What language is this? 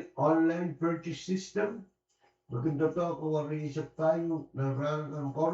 Pohnpeian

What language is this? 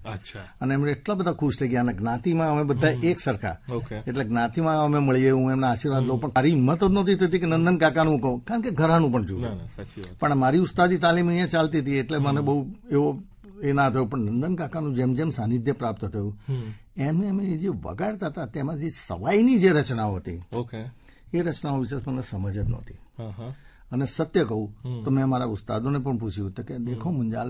Gujarati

